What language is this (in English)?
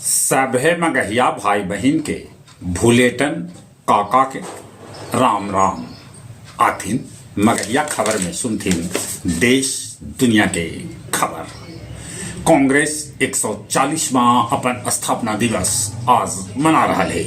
Magahi